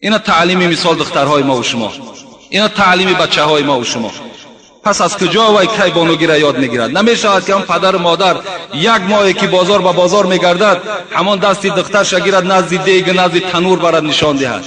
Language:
Tajik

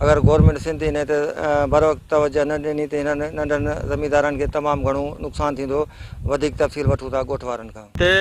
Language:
Sindhi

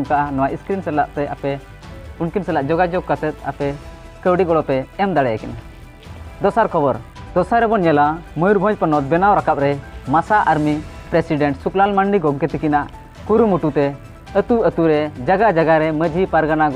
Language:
Santali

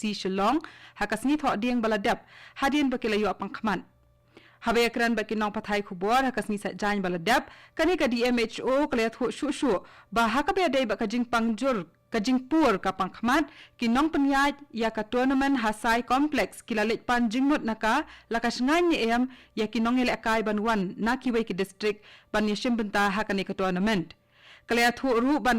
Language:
Khasi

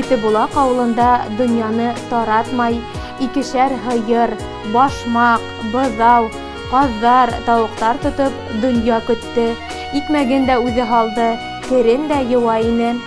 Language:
Bashkir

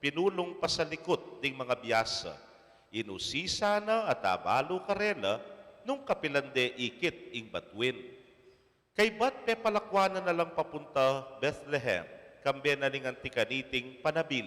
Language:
Pampanga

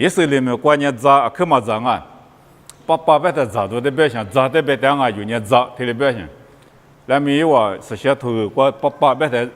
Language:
Lisu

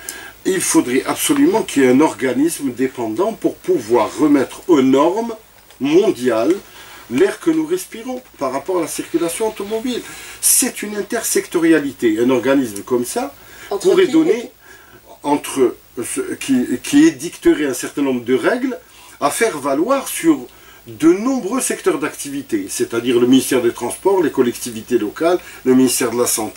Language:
French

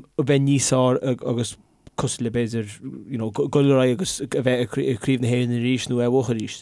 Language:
Irish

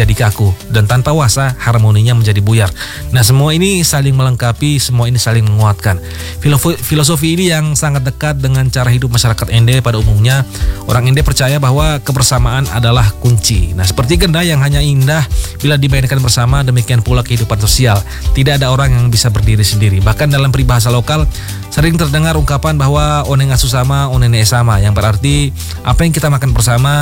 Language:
Indonesian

